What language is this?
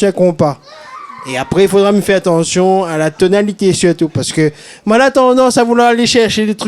Réunion Creole French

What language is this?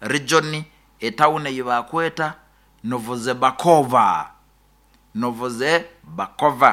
Nyoro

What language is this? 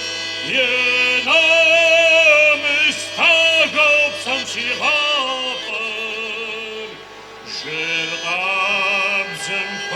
Kabardian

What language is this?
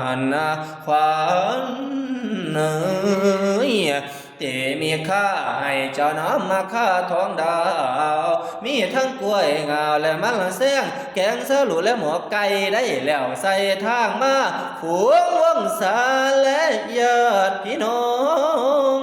Northeastern Thai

